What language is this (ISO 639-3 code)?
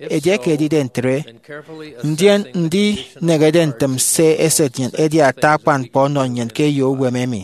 efi